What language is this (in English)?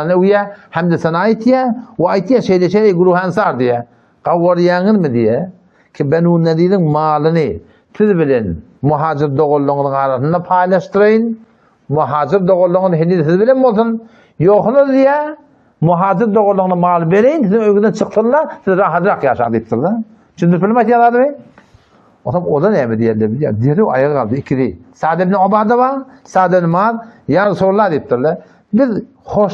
Turkmen